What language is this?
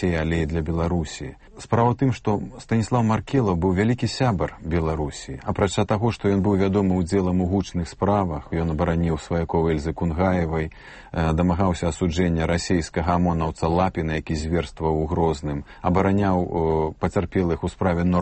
Belarusian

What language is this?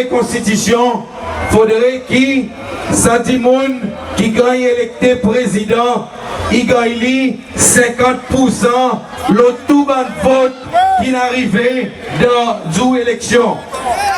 Seselwa Creole French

